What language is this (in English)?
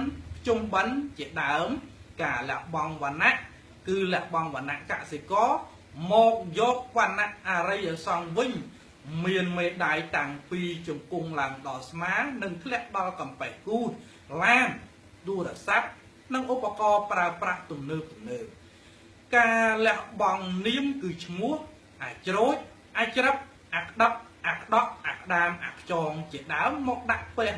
Khmer